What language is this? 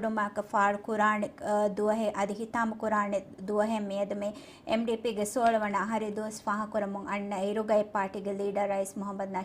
Divehi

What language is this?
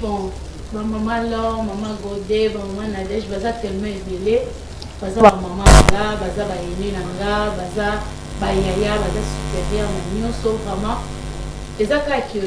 Lingala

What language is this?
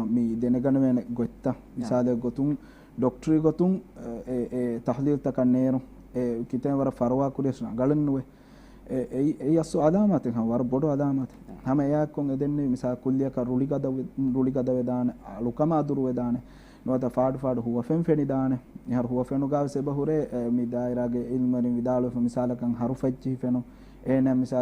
Divehi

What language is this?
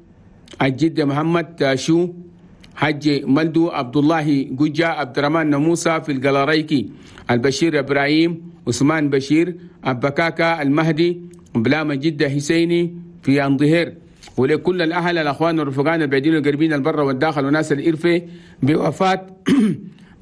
Chadian Arabic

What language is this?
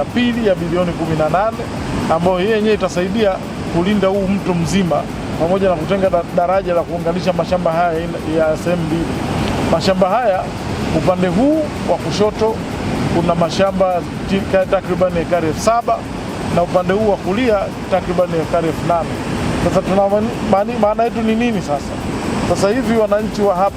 Swahili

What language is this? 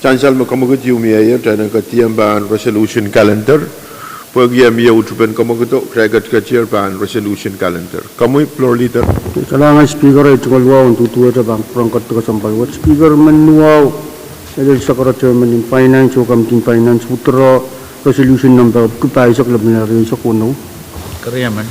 Pohnpeian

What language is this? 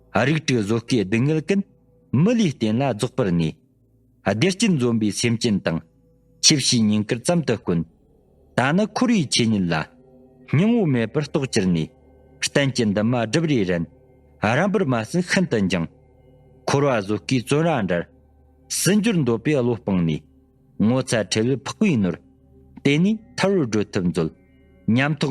Tibetan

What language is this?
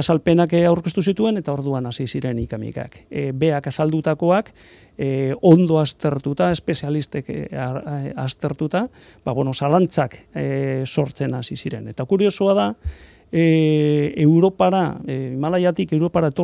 Basque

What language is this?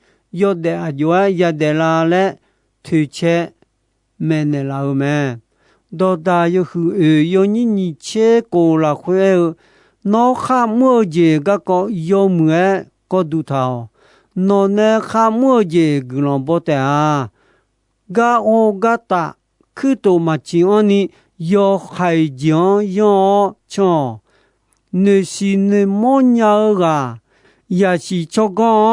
Akha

